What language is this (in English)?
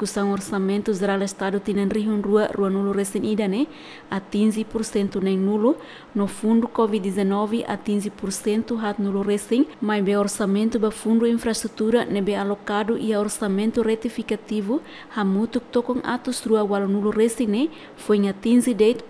Tetum